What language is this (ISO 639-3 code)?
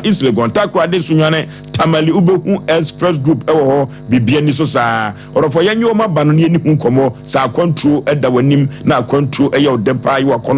aka